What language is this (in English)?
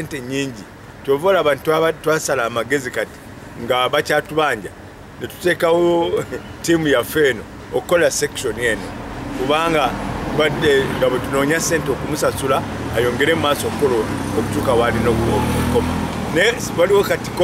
Ganda